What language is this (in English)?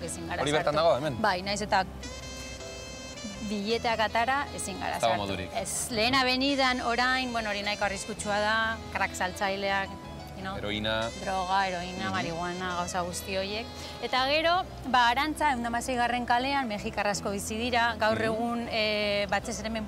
Basque